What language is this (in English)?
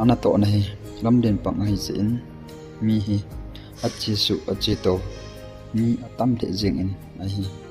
Thado Chin